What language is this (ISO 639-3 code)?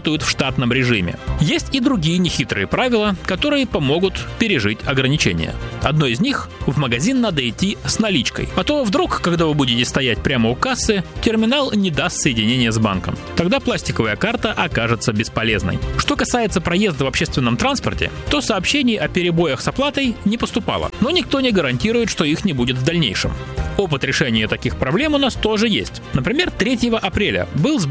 rus